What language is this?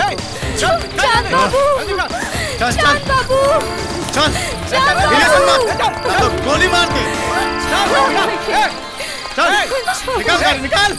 Bhojpuri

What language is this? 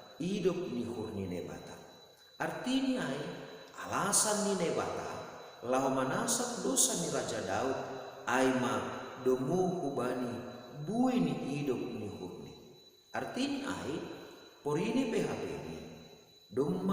Batak Simalungun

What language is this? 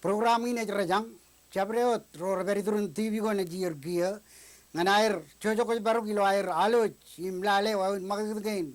Marshallese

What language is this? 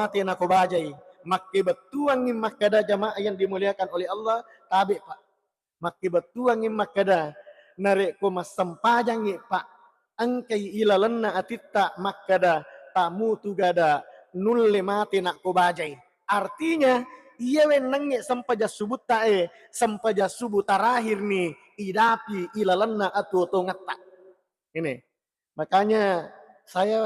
Buginese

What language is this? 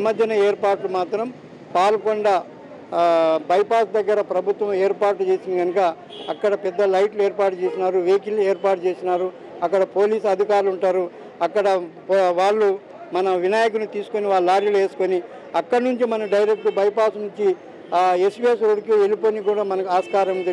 Telugu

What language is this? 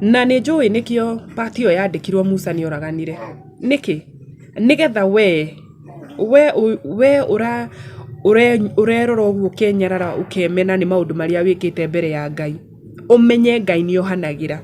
Kikuyu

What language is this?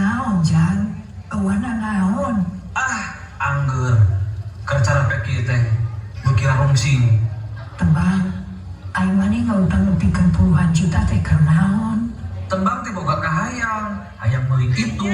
Sundanese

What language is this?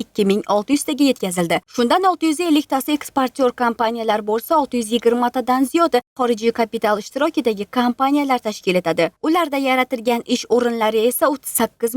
Uzbek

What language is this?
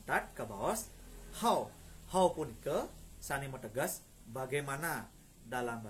Balinese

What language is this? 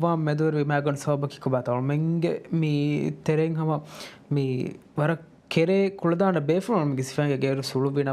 Divehi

